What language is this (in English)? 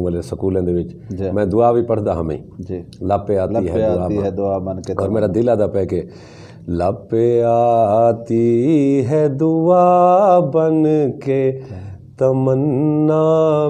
Saraiki